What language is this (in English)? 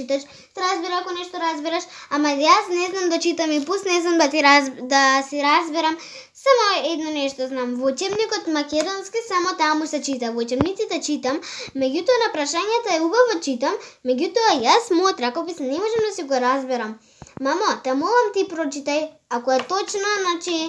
Macedonian